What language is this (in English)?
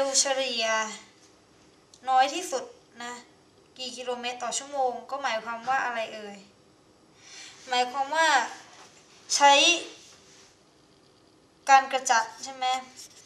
Thai